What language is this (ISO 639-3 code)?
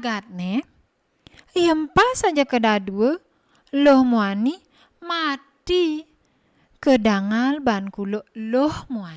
ban